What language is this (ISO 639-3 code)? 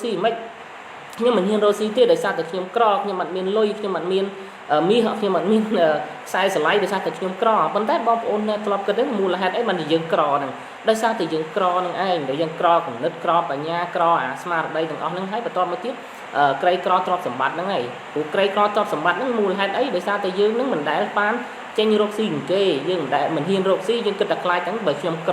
khm